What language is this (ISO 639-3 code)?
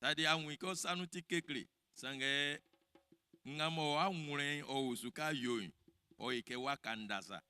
bci